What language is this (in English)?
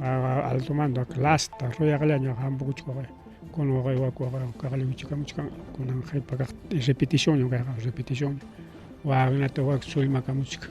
Ayacucho Quechua